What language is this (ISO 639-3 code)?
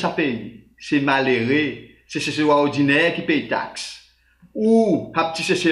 crs